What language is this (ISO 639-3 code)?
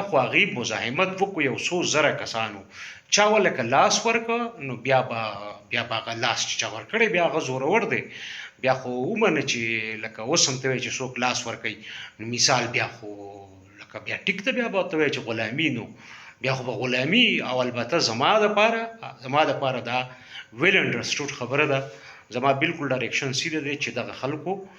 pus